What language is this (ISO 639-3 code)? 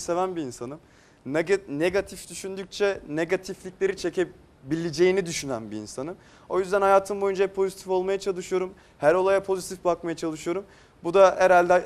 tur